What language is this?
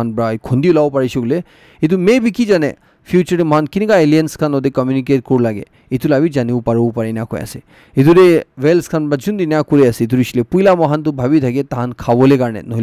Naga Pidgin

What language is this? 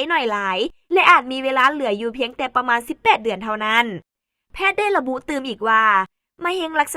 Lao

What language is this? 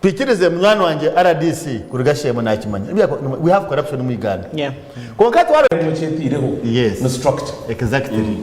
Nyankole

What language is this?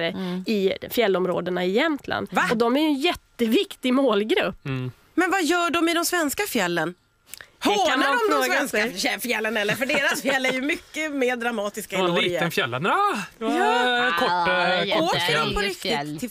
Swedish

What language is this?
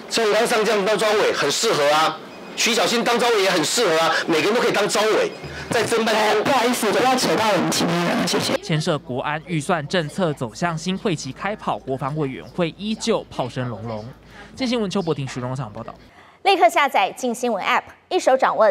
Chinese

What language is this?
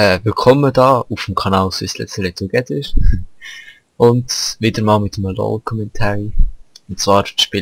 Swiss German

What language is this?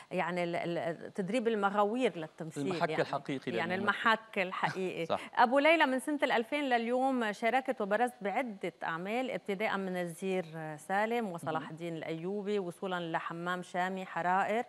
North Levantine Arabic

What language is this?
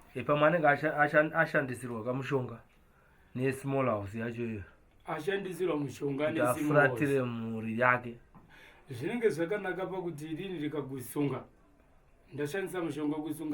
Shona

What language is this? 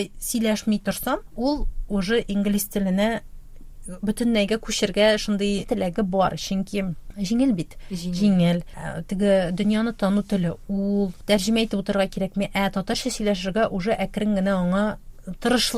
Tatar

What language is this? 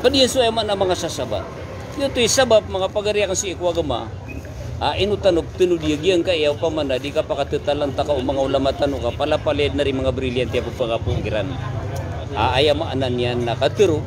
Maranao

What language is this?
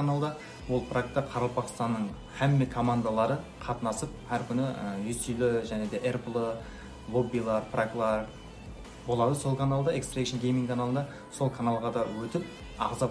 Kara-Kalpak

